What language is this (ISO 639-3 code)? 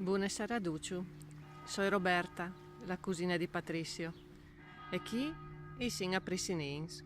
fur